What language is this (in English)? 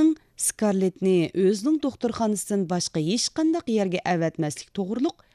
Uyghur